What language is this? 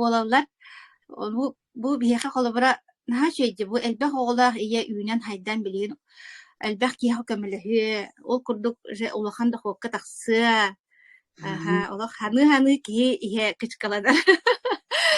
Yakut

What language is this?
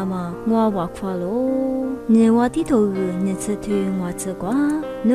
Lisu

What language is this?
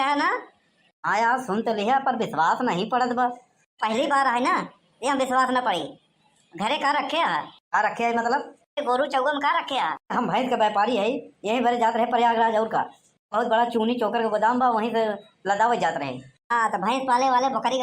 Awadhi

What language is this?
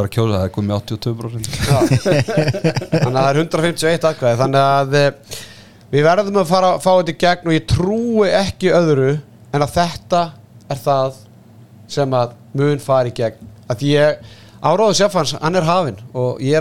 Icelandic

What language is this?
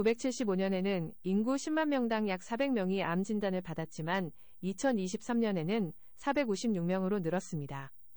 Korean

